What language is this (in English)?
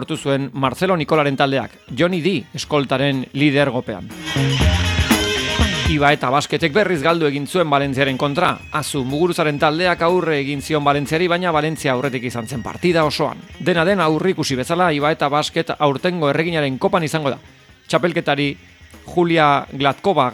Basque